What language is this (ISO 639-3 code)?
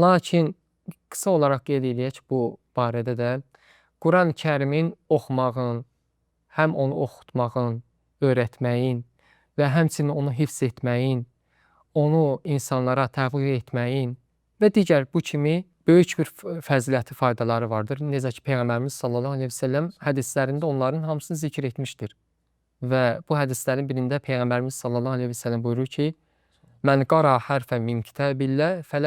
aze